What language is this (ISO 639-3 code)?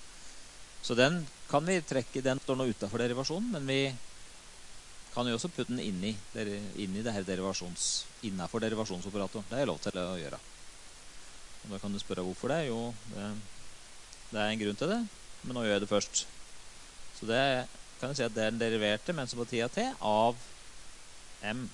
nor